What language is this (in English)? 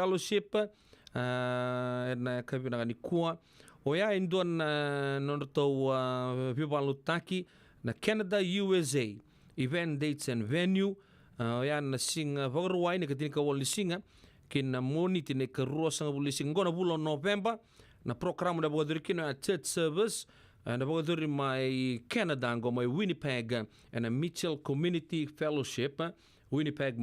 Fijian